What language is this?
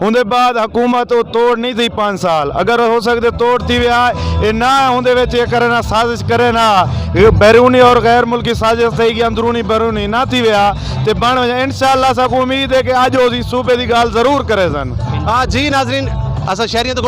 Saraiki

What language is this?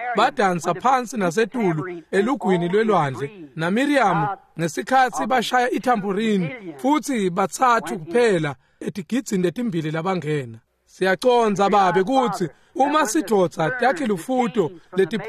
Swati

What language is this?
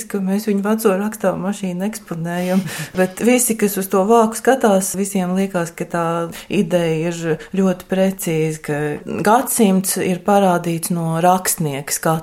Latvian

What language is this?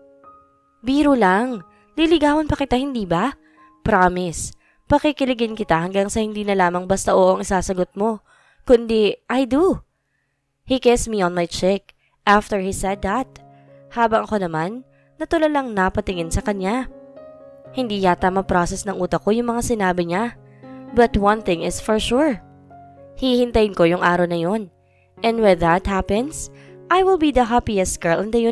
Filipino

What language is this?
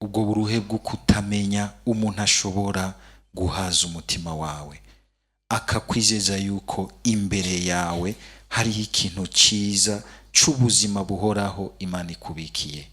Rundi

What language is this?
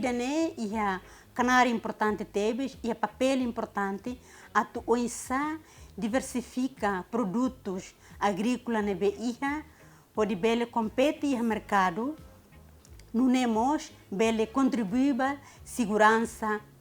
Tetum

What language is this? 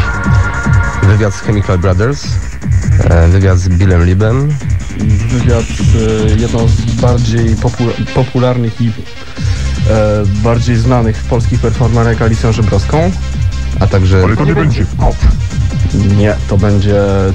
Polish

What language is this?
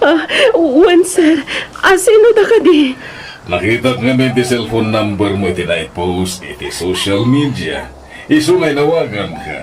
Iloko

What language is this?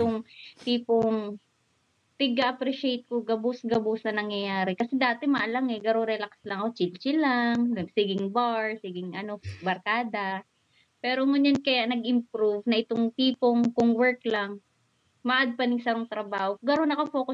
Bikol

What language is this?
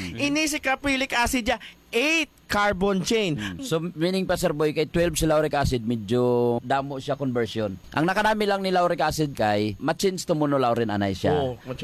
Hiligaynon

